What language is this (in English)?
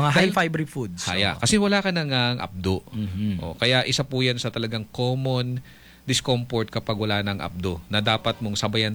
Filipino